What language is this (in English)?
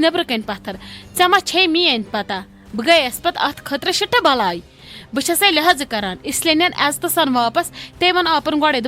Kashmiri